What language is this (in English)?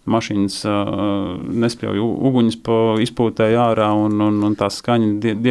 Latvian